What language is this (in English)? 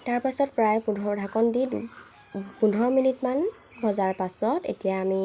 Assamese